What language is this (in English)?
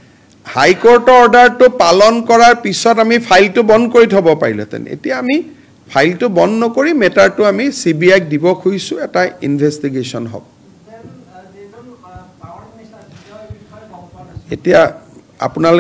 Assamese